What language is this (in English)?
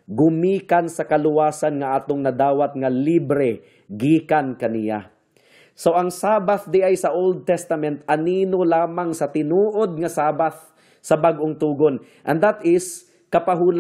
Cebuano